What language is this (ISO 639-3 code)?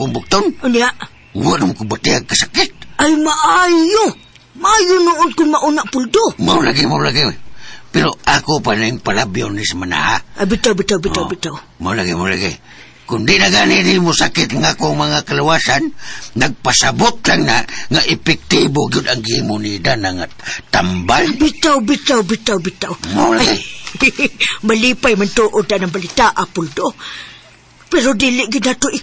ceb